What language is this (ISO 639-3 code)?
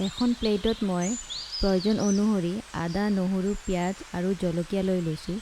asm